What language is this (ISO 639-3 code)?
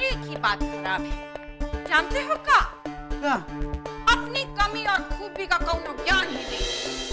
hin